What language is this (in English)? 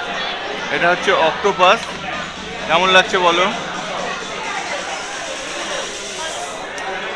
Bangla